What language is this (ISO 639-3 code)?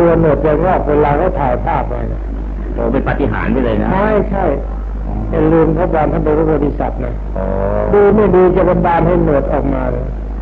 tha